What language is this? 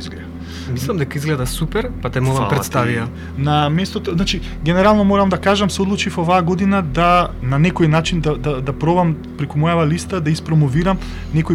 Macedonian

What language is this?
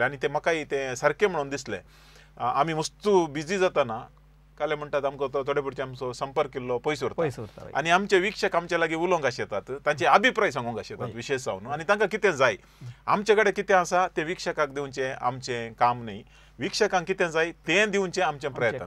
Konkani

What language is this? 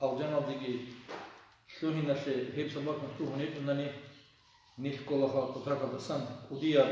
Avaric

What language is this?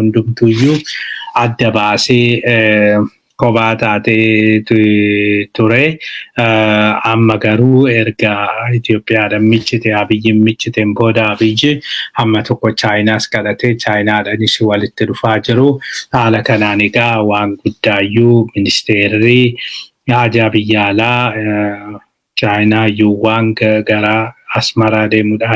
Oromo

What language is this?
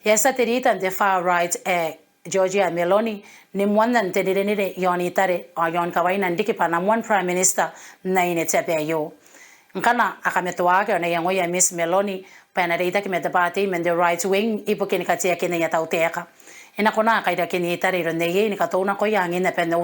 Gilbertese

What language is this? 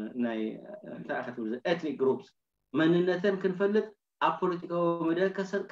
Tigrinya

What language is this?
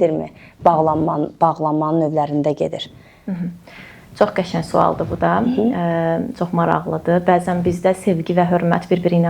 Azerbaijani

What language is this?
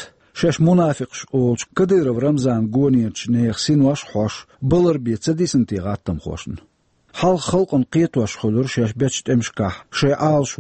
Chechen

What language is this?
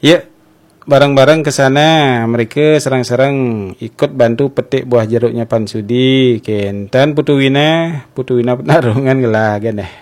Balinese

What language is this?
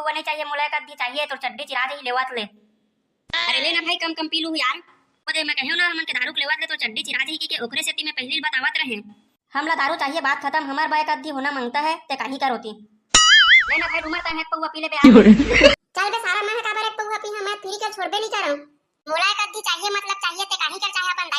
Chhattisgarhi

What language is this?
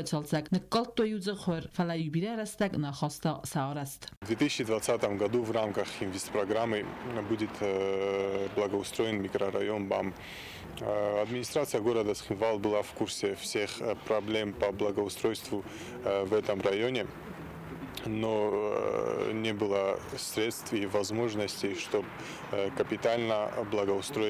Ossetic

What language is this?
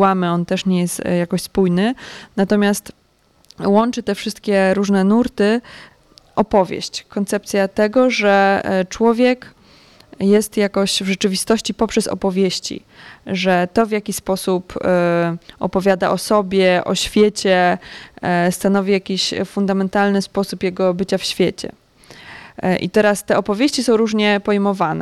Polish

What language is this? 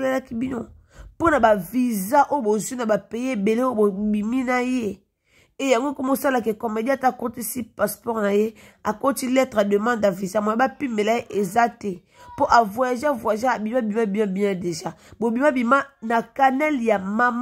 Lingala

